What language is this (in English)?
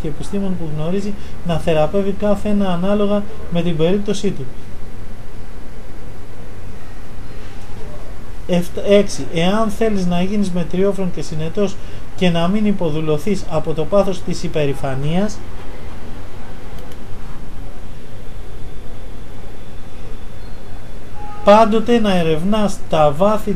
Greek